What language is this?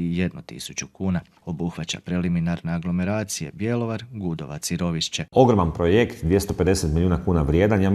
Croatian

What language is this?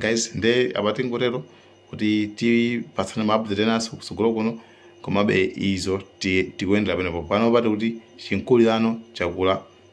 Nyanja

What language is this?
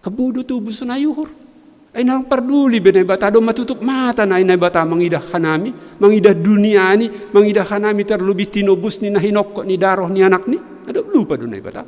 Batak Simalungun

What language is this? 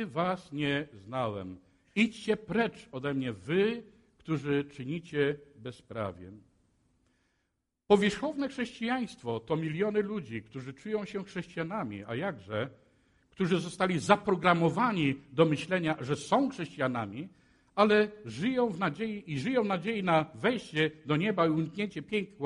Polish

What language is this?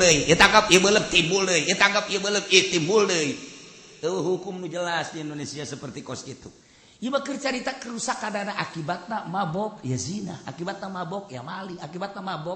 Sundanese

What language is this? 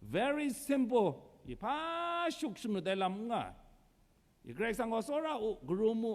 Kachin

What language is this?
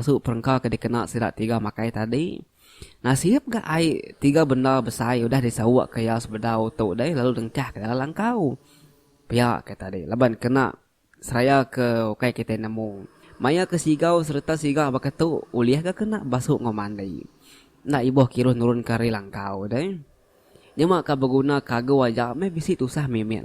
Iban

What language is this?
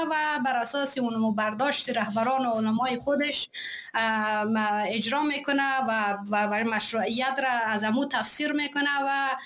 Persian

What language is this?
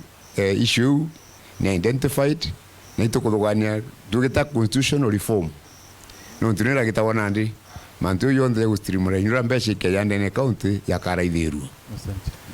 Meru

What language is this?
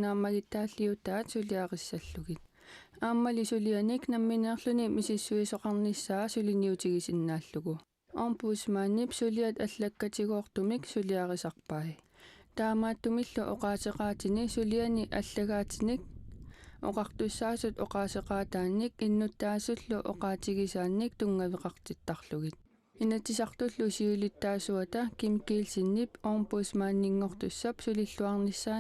Kalaallisut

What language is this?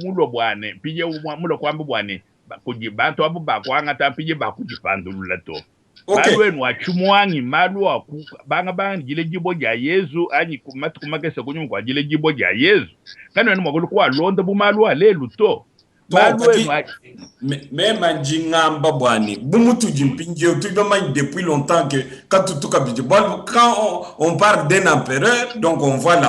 Luba-Lulua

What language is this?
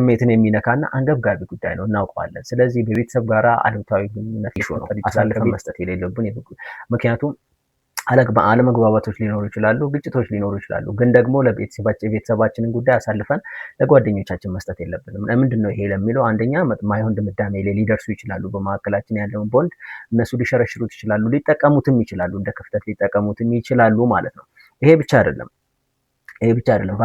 Amharic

